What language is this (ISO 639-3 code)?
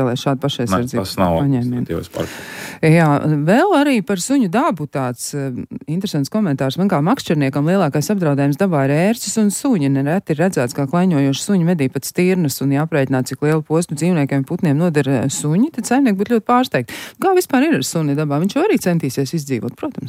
lav